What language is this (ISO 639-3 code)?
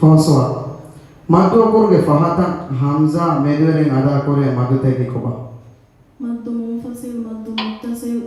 div